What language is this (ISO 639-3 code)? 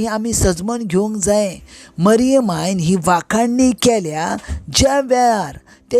kok